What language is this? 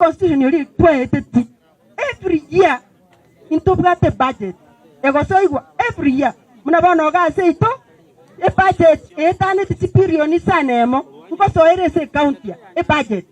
Gusii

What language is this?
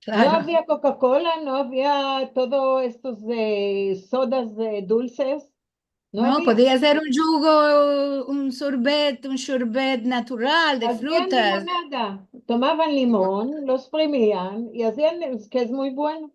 Ladino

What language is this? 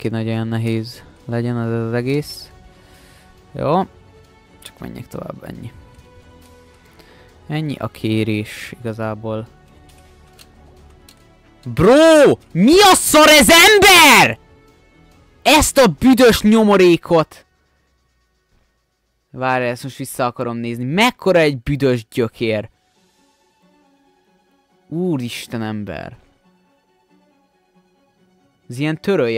Hungarian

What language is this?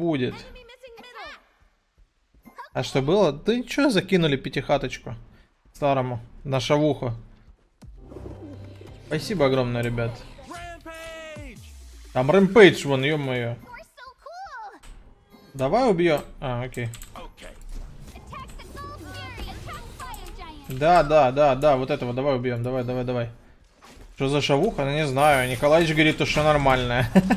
Russian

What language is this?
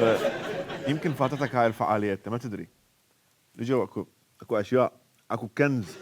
Mesopotamian Arabic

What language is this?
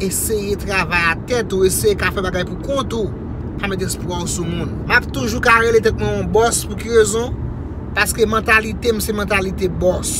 Haitian Creole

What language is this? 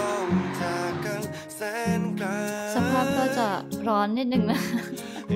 Thai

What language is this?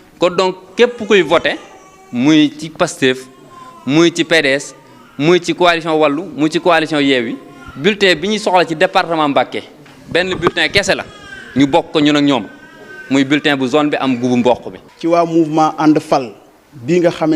Wolof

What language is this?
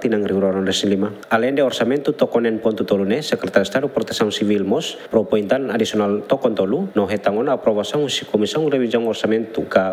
Tetum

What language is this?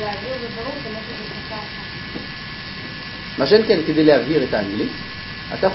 Hebrew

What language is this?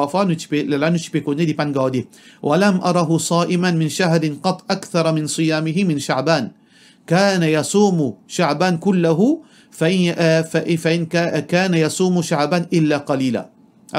Morisyen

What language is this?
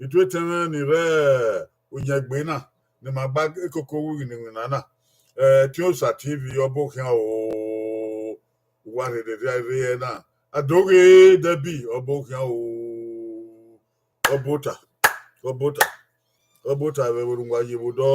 Bini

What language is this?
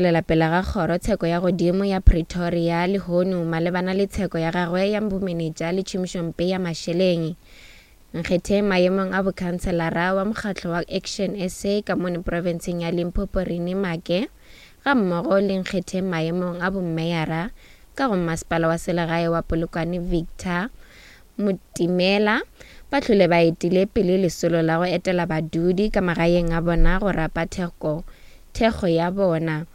Northern Sotho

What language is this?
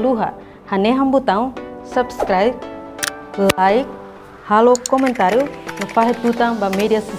Tetum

